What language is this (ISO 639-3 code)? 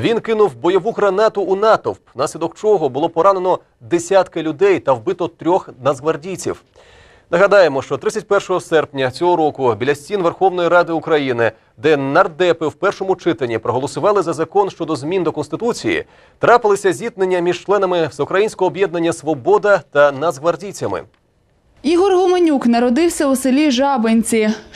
ukr